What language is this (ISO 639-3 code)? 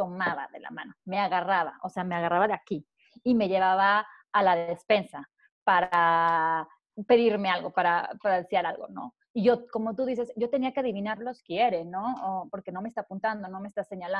spa